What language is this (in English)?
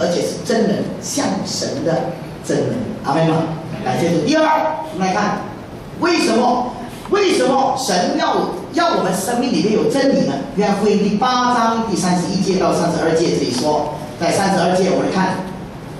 Chinese